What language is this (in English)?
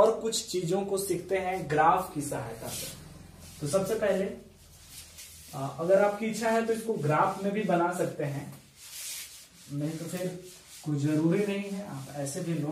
Hindi